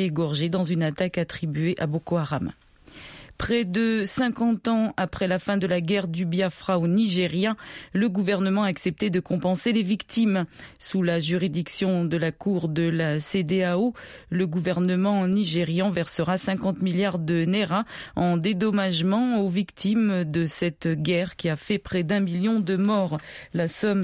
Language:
French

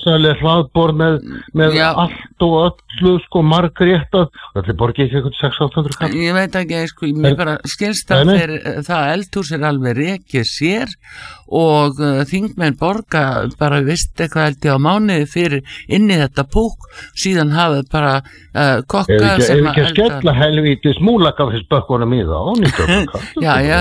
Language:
Icelandic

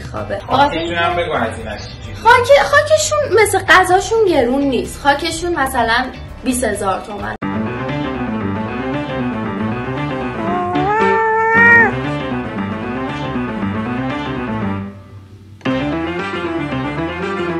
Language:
Persian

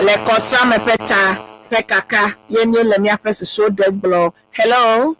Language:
Ewe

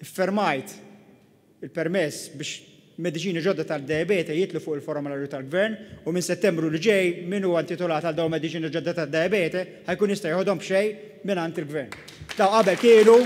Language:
Maltese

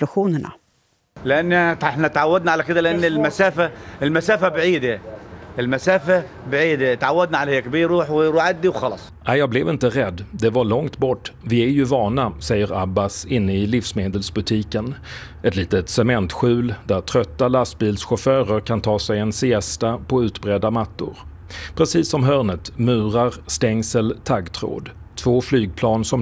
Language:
Swedish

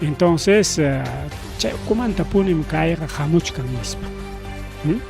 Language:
Ayacucho Quechua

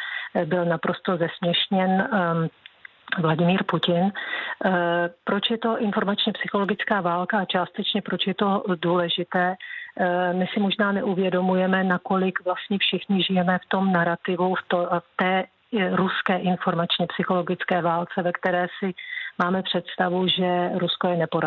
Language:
Czech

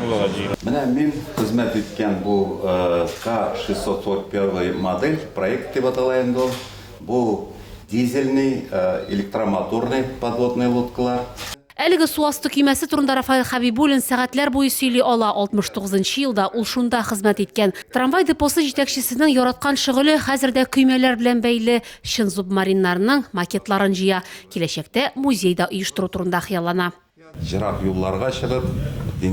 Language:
Tatar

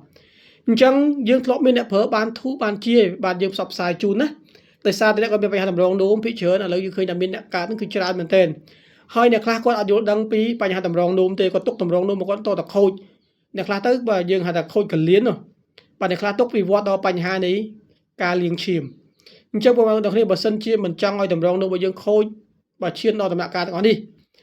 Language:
Khmer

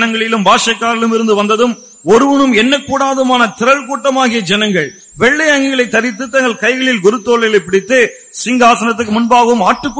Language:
Tamil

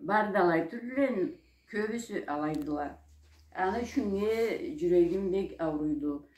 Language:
Karachay-Balkar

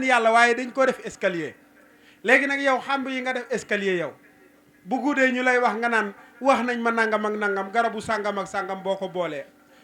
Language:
Wolof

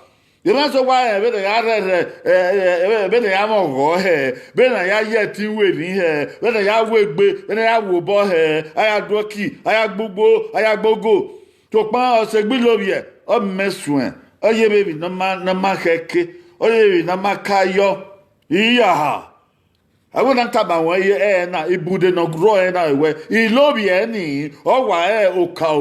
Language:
Bini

